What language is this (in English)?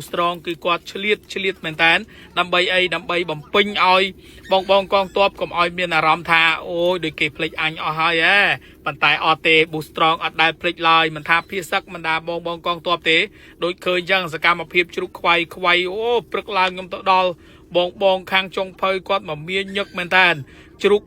Khmer